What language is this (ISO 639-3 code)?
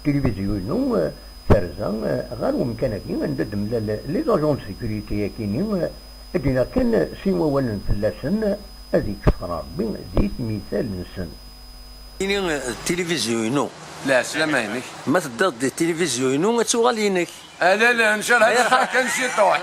kab